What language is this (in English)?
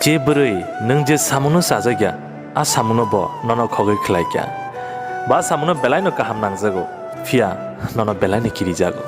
Kok Borok